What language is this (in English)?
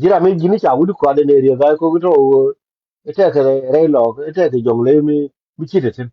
Nuer